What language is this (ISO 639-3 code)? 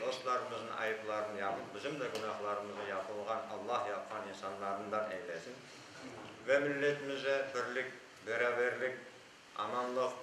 crh